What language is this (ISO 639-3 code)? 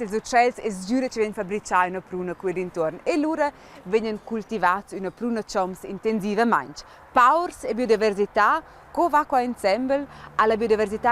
roh